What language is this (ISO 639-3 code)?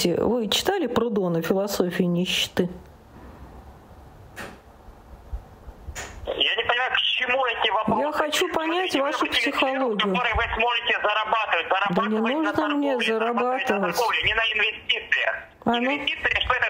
rus